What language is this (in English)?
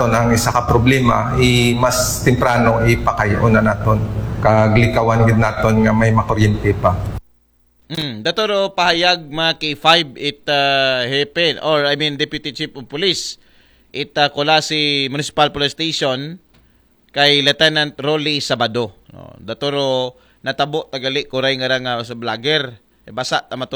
Aklanon